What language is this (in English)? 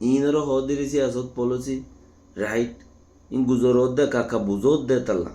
Rohingya